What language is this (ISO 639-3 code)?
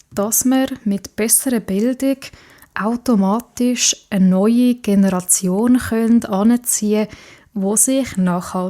gsw